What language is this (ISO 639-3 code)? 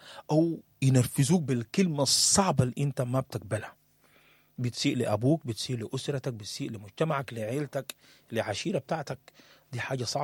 apd